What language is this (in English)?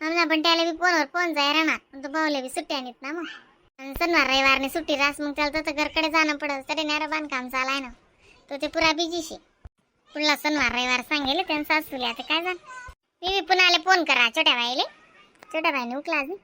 Khandesi